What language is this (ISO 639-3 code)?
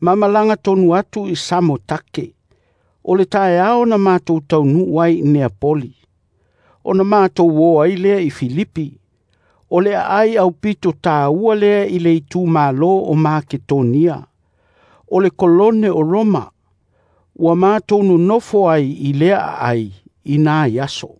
smo